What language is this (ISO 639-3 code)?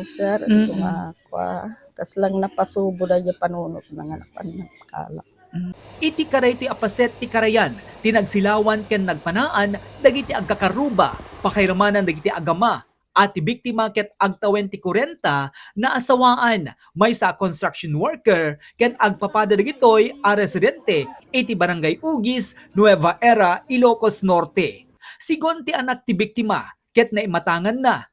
ilo